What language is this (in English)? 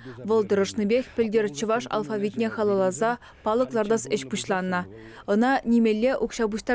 Chuvash